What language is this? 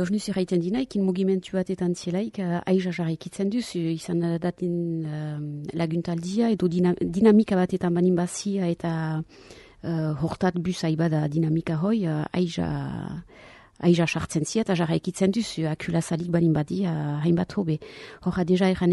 Basque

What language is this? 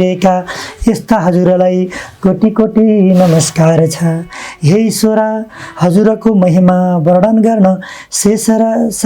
Nepali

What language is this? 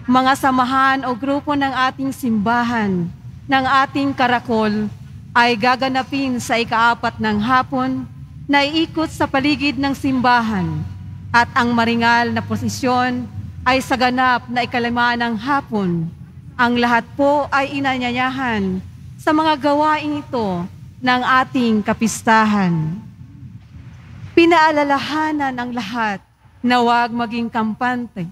Filipino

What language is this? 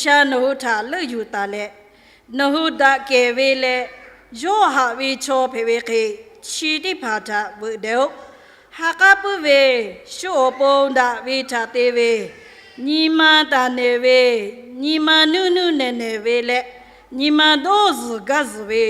Lahu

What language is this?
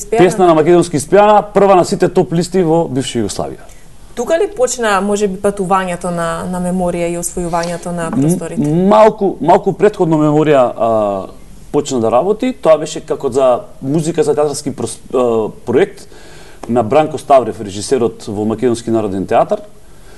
Macedonian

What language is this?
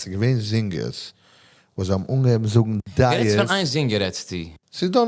Yiddish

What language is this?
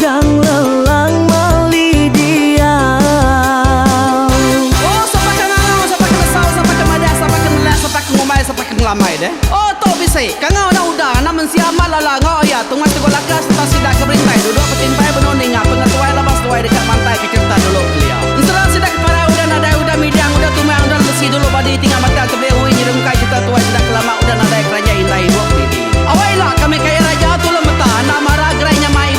Iban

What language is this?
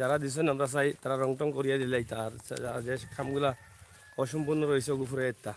Sylheti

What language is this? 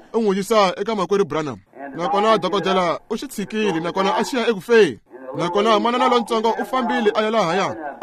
Tsonga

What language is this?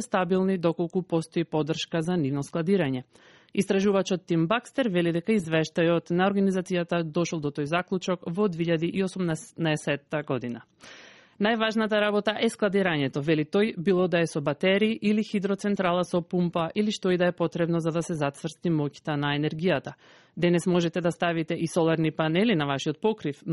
Macedonian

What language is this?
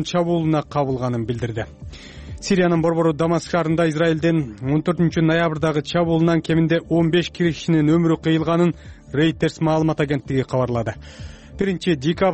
Kyrgyz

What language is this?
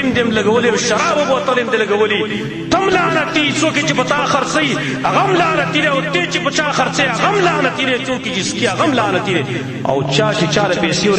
Pashto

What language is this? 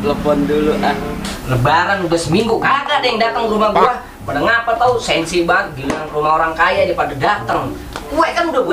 Betawi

